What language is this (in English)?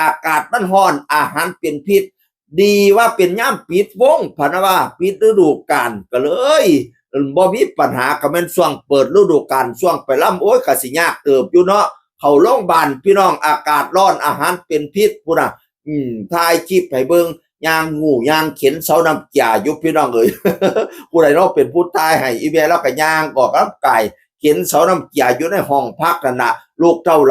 Northeastern Thai